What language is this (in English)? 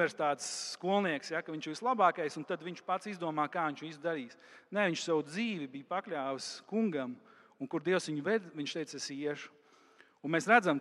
Latvian